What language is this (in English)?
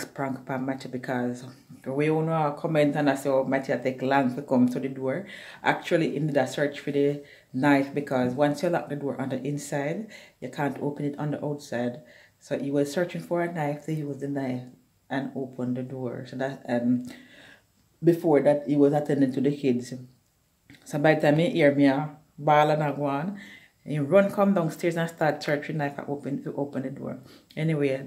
Jamaican Creole English